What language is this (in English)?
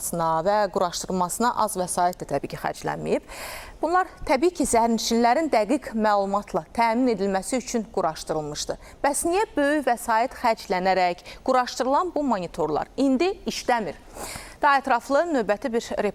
Azerbaijani